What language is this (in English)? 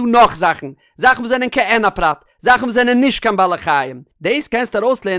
Yiddish